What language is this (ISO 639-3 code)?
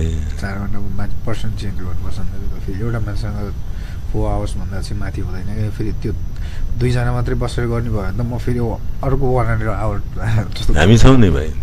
nep